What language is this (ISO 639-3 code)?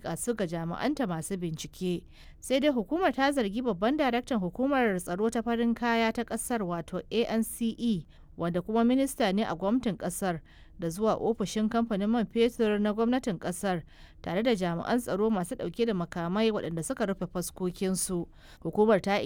hau